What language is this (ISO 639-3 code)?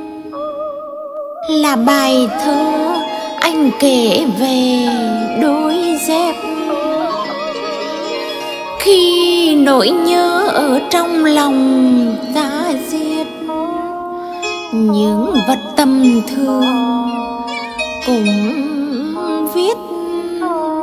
vie